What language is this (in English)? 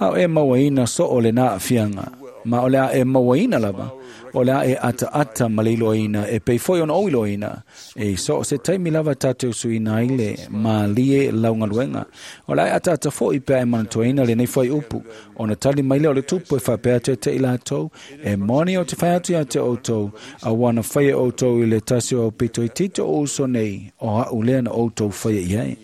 Samoan